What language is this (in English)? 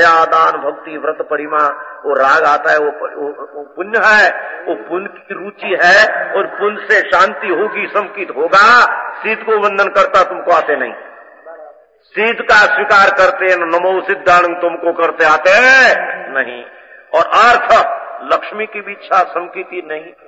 Hindi